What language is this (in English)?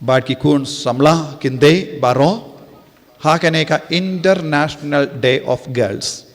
Khasi